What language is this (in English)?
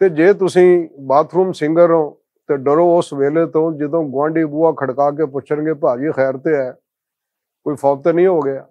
Western Panjabi